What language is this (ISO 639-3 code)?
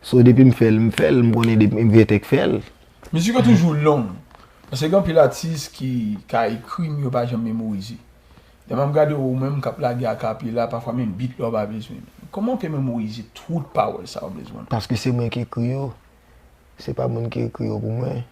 hat